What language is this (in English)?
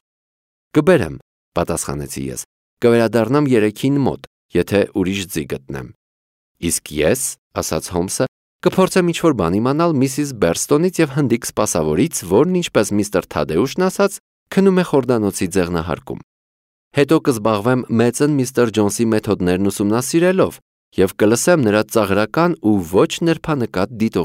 Armenian